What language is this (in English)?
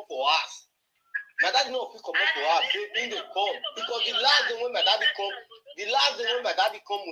Nigerian Pidgin